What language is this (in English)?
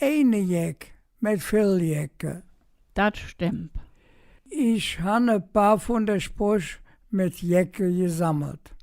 Colognian